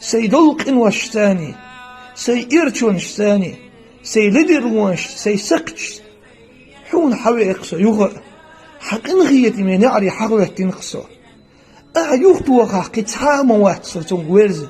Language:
Chechen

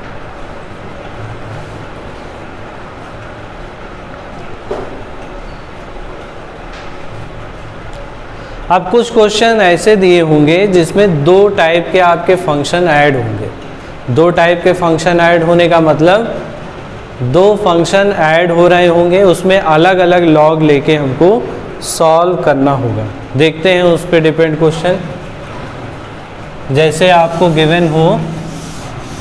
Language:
Hindi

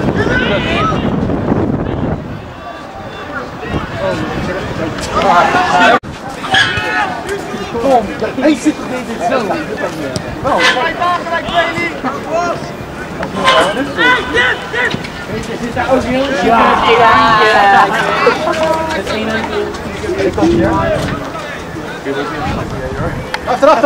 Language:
Dutch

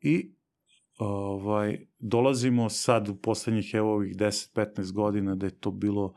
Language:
Serbian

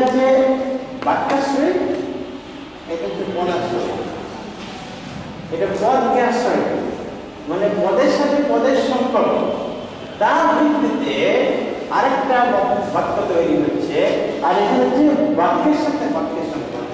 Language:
Bangla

